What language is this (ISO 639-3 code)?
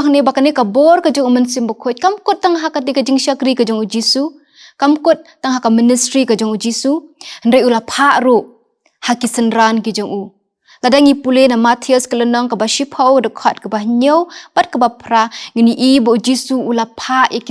kha